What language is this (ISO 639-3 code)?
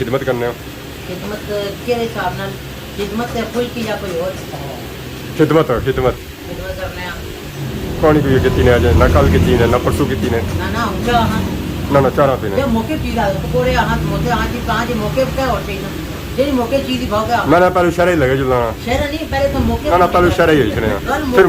phr